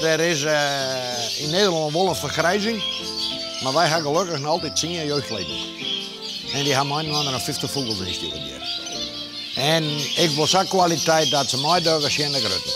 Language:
Western Frisian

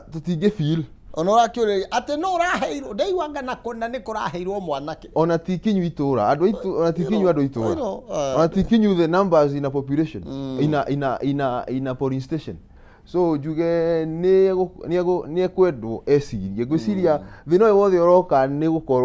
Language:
Kikuyu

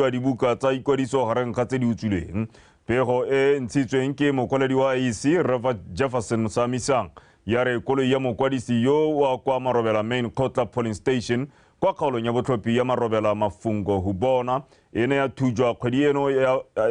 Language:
Tswana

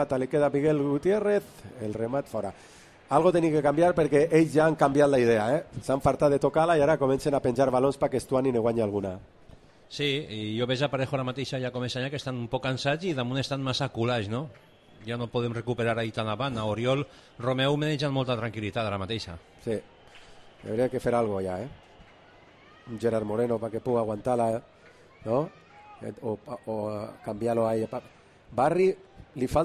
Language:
Catalan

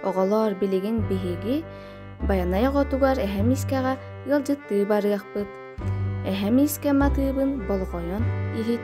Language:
Yakut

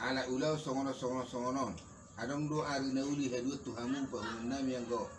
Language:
Batak Toba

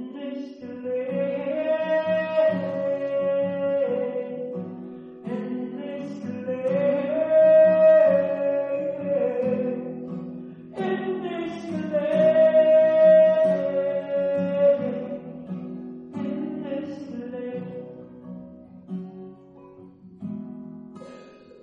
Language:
German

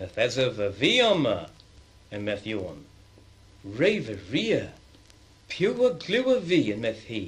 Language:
Cornish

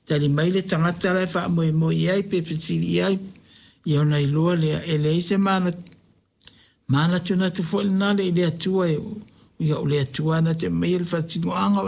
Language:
Samoan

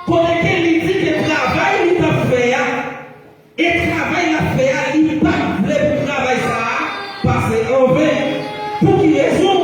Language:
Haitian Creole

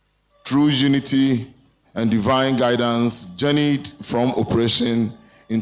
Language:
Ewe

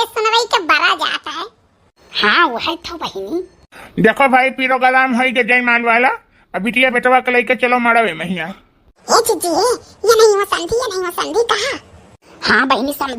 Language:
Awadhi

